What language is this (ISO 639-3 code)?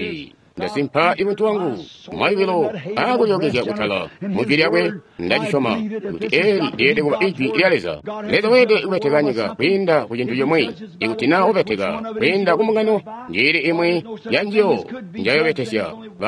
toi